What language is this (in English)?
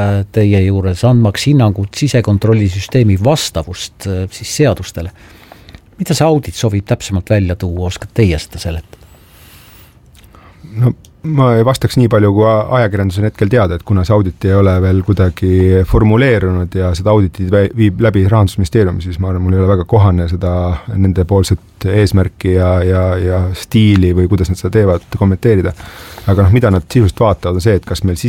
Estonian